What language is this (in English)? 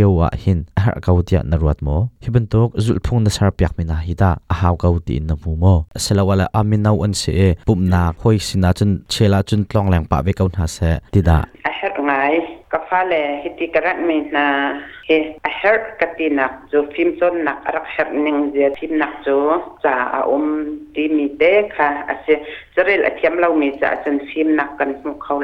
Hakha Chin